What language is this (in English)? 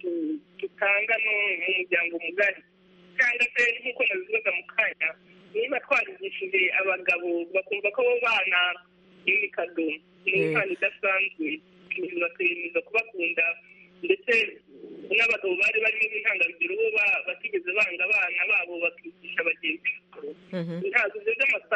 Kinyarwanda